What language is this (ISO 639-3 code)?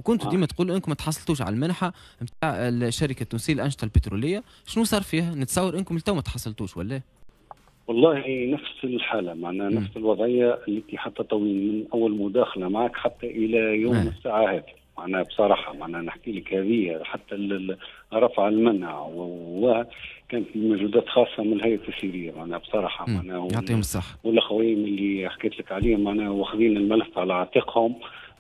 aeb